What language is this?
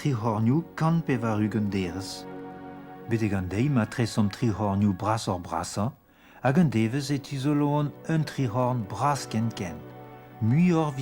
Breton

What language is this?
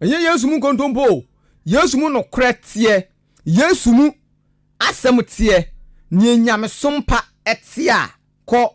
Akan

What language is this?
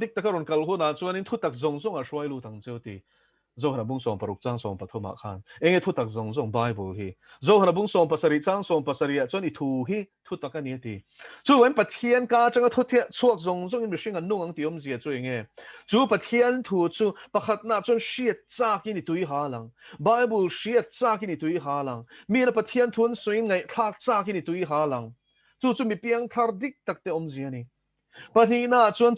Mizo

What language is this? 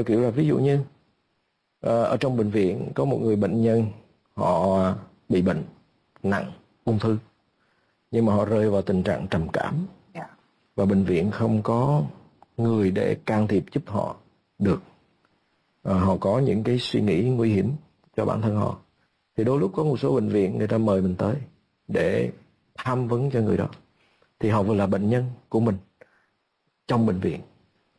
Vietnamese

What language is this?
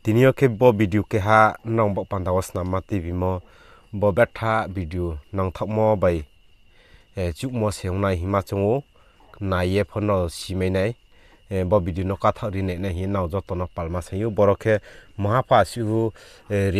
Riang (India)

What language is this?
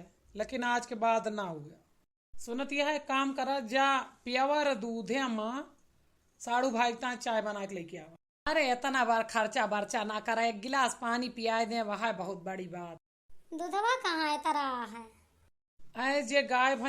Awadhi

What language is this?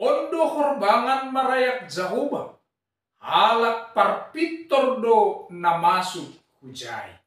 Batak Simalungun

